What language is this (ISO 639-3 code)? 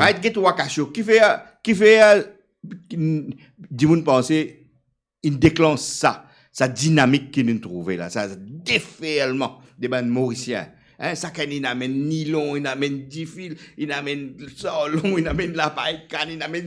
mfe